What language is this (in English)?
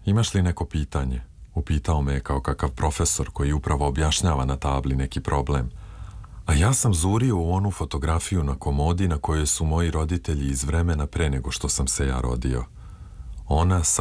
Serbian